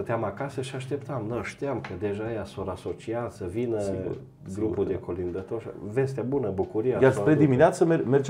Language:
Romanian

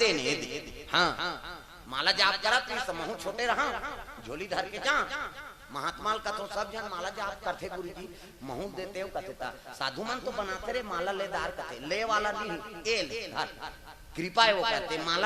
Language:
Chhattisgarhi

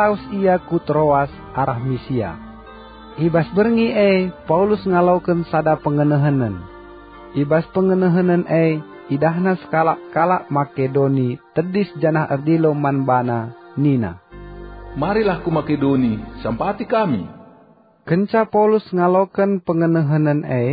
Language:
Batak Karo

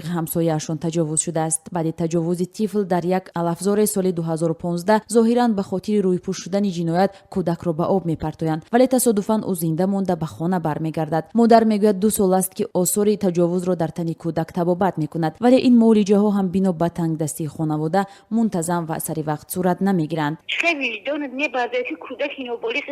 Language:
Tajik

